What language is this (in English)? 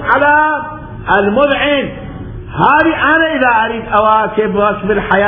Mesopotamian Arabic